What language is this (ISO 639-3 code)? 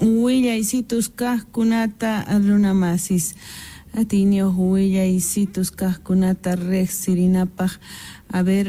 quh